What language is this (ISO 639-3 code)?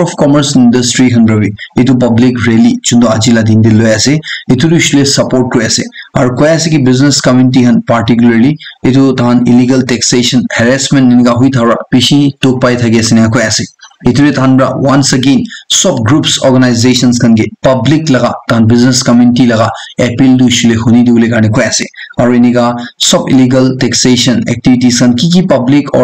nag